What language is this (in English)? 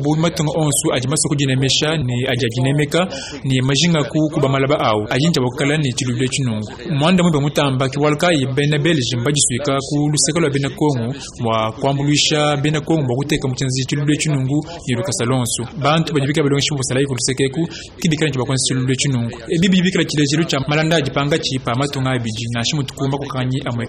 Luba-Lulua